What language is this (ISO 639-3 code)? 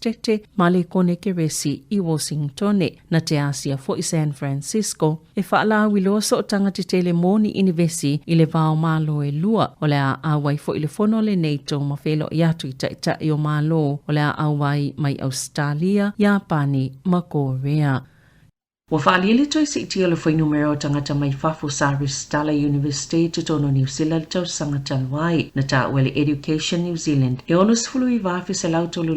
smo